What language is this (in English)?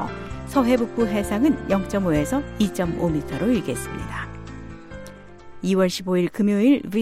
Korean